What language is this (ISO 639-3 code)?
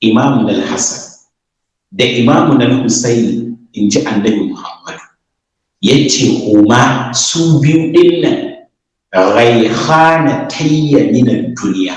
hau